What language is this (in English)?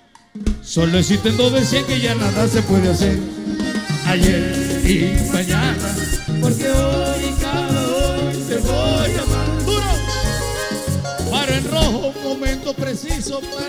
Spanish